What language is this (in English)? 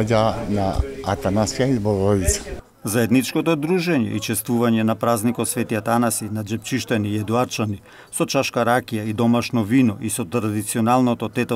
Macedonian